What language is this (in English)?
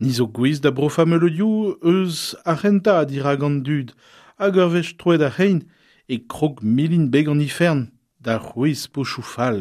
Breton